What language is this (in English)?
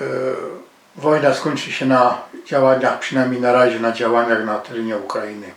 Silesian